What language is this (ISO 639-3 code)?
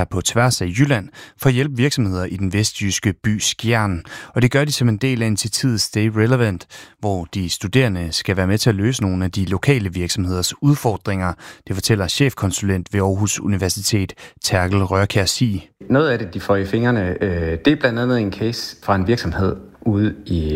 dan